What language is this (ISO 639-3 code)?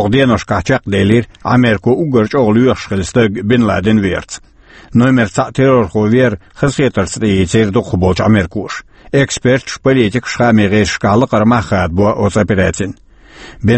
che